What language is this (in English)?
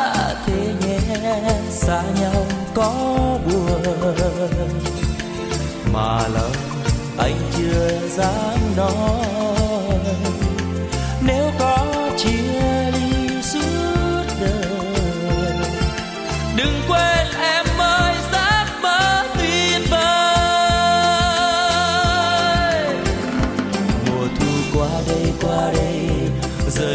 Vietnamese